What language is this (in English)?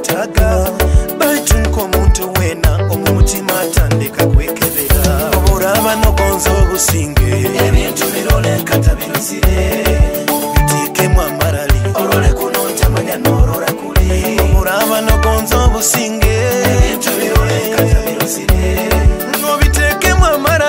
Nyoro